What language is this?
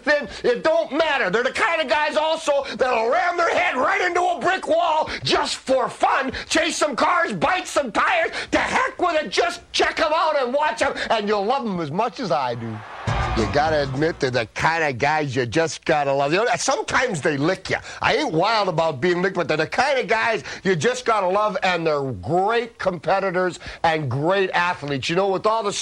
English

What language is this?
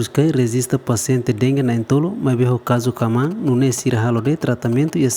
Tetum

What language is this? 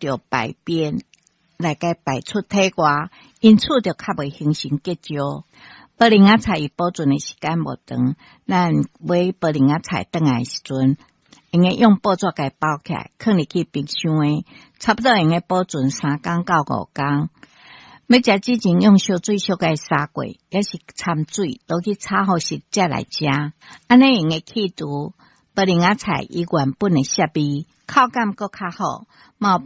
Min Nan Chinese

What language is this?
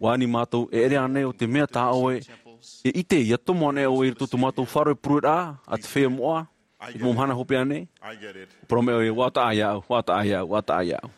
Tahitian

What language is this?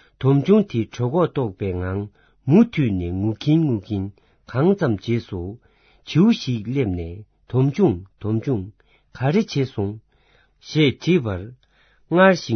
Tibetan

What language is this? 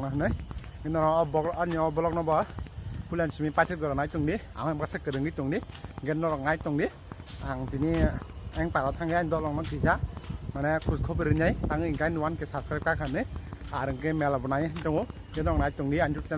Kok Borok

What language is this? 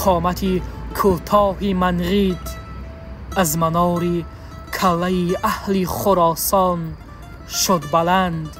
Tajik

